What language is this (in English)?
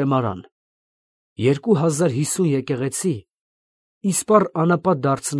Armenian